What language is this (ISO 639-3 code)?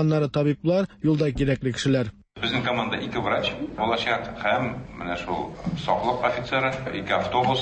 tat